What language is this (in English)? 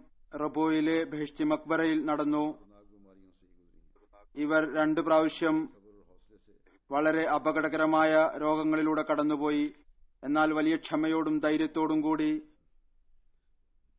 Malayalam